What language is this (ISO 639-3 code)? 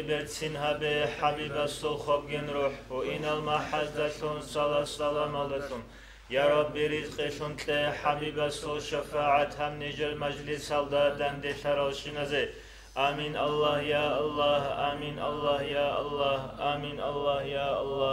ava